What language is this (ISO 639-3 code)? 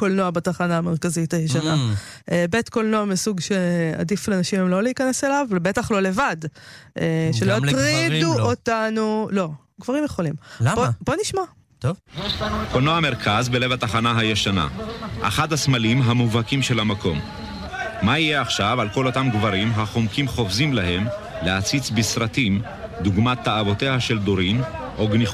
heb